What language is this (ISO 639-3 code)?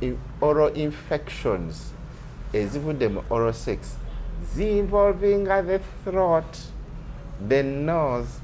lug